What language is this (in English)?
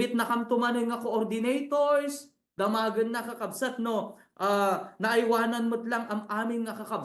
Iloko